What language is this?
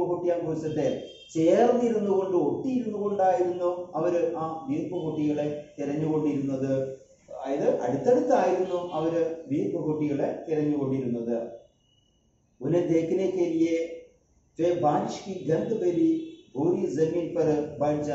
Malayalam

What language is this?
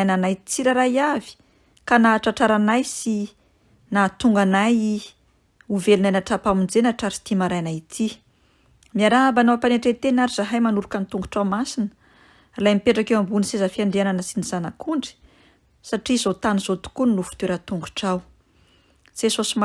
Malagasy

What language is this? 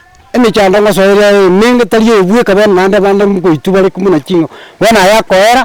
Gusii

